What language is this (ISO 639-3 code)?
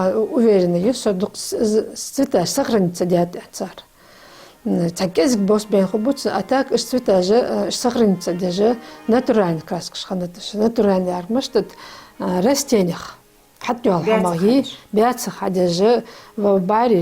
inh